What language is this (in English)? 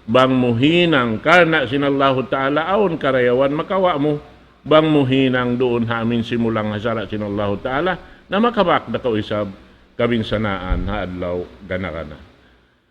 Tausug